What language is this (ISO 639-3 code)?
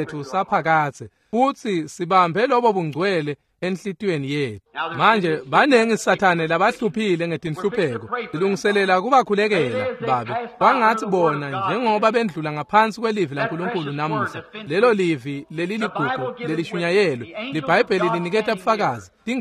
ssw